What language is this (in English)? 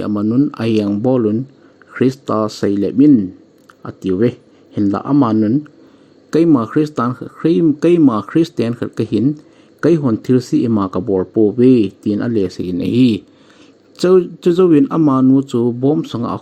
Thado Chin